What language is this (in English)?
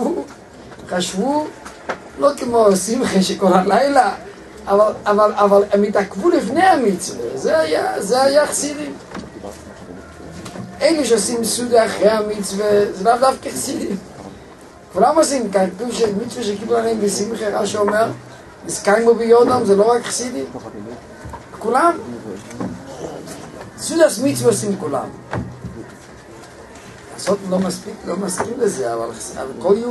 Hebrew